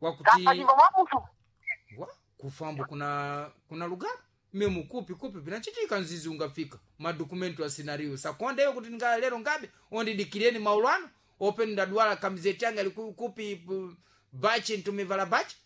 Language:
Sena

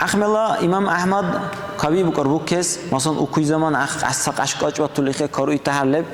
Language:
Dargwa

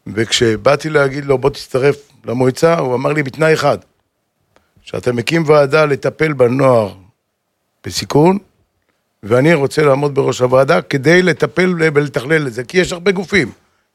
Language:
Hebrew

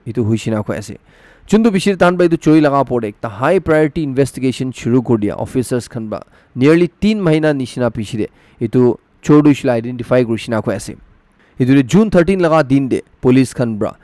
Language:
Naga Pidgin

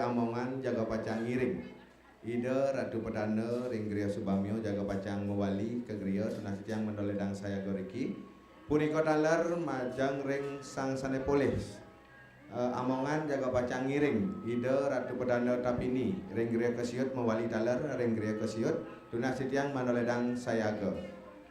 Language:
Balinese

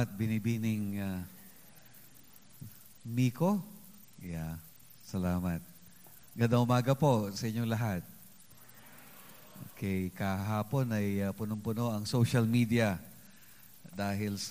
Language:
Filipino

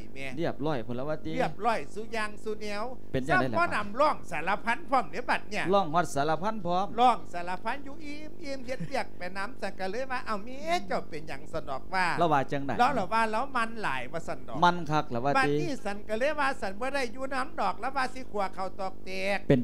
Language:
Lao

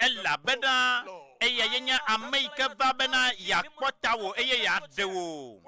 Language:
Ewe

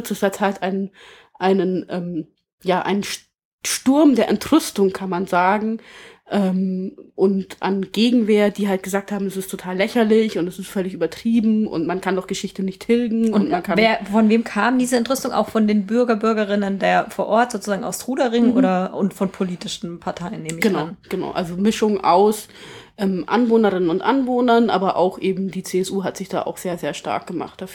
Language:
German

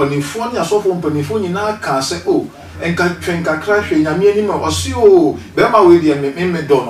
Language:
Akan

